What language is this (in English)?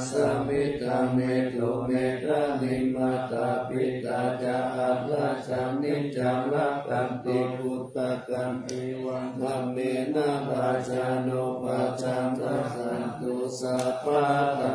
Pali